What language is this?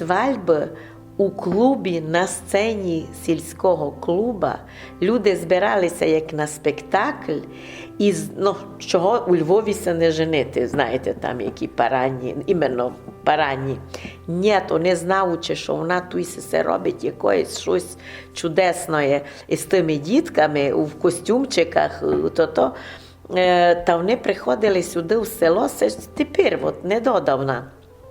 Rusyn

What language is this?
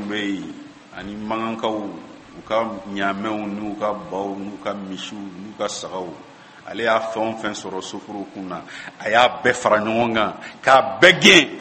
Bambara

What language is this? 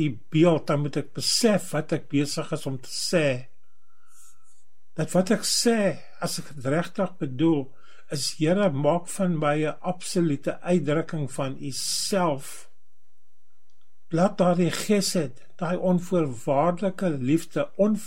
Afrikaans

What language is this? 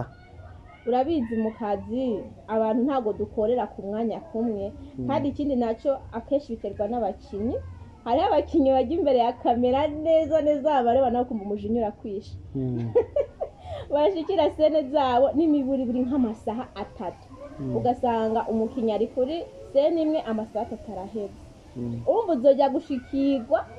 Rundi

